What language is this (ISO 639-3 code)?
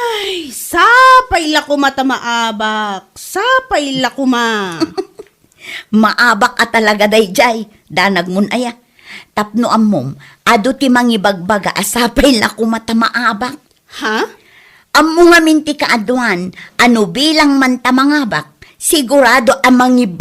ilo